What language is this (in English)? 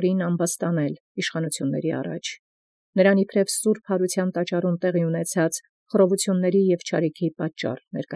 Armenian